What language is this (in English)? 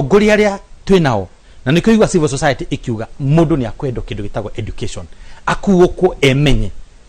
Kikuyu